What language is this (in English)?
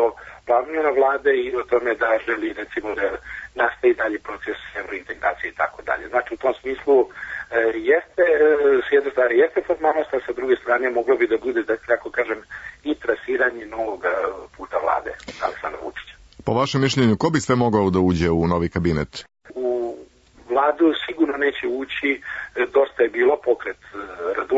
Serbian